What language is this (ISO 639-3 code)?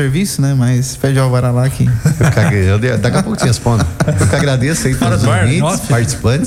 por